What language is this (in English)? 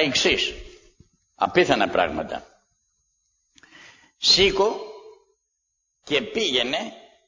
Greek